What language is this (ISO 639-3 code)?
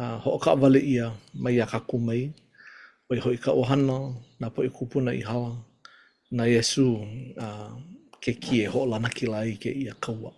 haw